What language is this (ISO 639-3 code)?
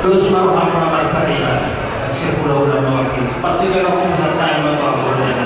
bbc